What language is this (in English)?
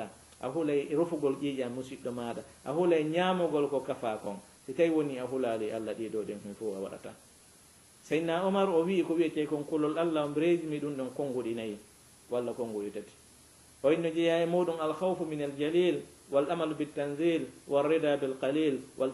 Fula